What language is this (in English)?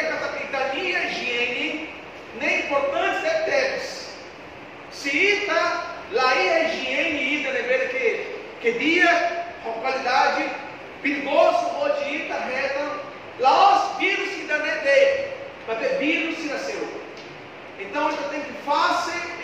Tetum